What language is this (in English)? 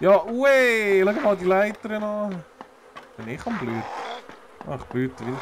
Swiss German